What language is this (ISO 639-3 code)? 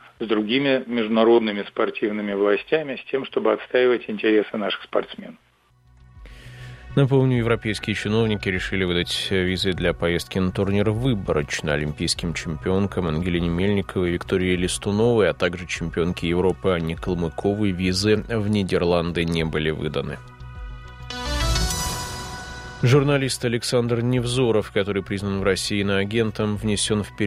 rus